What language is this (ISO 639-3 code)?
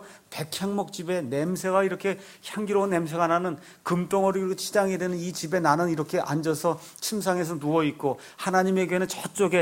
kor